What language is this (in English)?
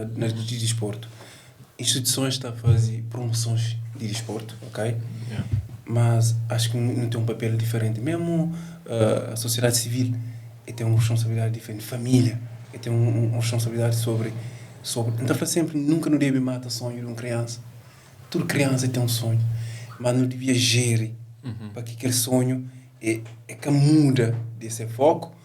Kabuverdianu